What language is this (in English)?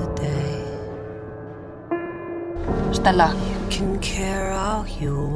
Icelandic